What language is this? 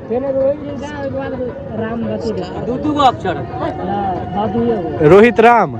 Maithili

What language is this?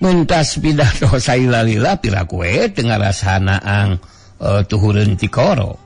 Sundanese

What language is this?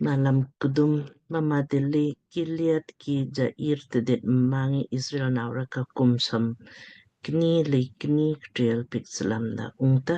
Lamkang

